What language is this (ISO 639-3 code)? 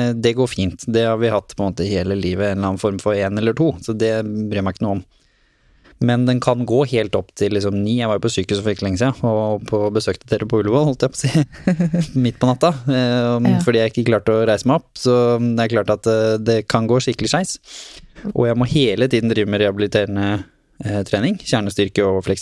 nor